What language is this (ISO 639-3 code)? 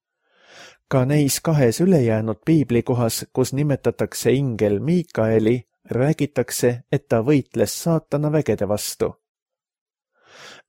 est